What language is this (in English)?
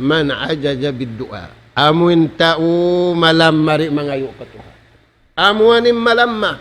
Tausug